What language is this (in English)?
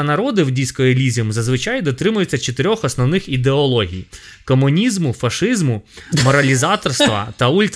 Ukrainian